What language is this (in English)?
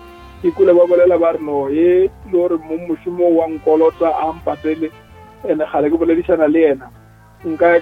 Northern Sotho